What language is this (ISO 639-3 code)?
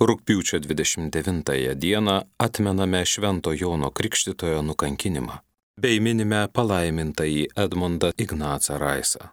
lit